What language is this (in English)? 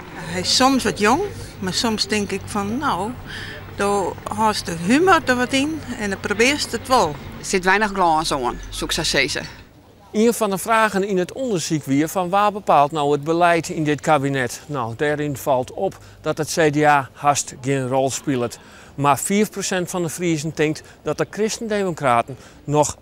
Western Frisian